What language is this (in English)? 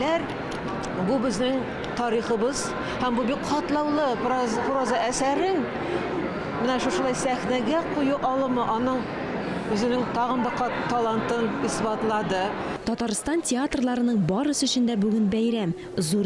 Tatar